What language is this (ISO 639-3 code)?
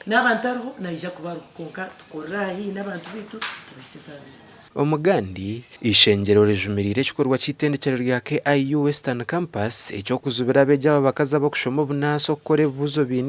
nyn